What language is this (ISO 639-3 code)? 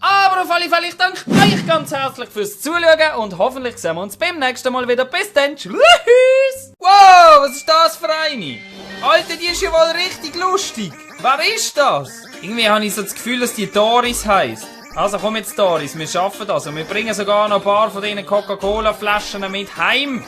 gsw